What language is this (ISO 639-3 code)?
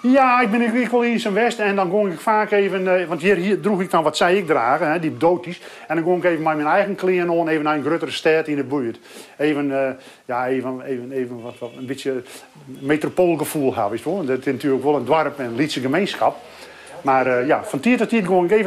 fry